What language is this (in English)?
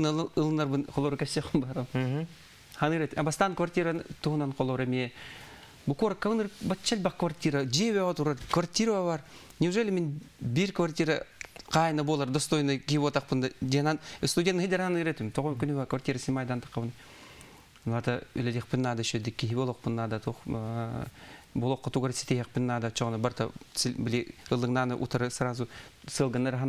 Yakut